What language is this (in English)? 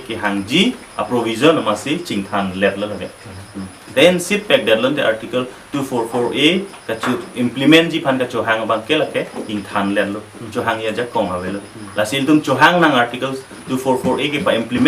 Karbi